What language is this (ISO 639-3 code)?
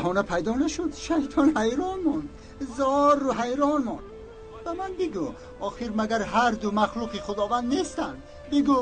tgk